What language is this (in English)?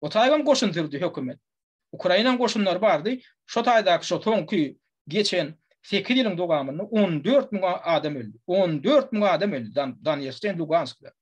Turkmen